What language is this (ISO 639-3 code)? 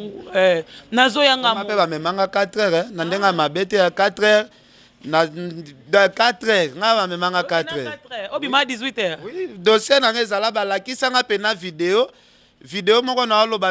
lin